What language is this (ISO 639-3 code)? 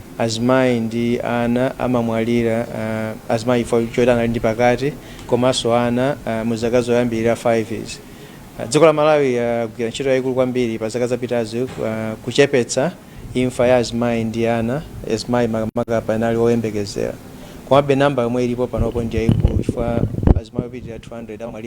nya